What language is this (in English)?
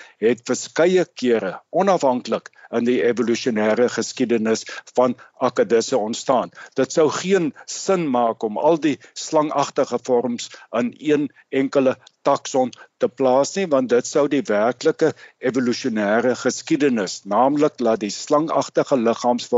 Afrikaans